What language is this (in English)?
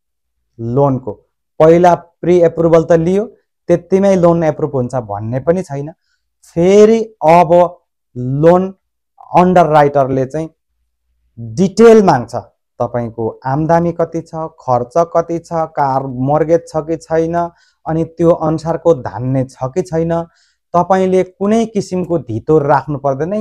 Nepali